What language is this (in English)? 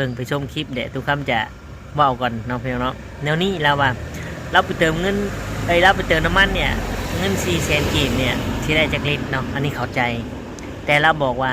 Lao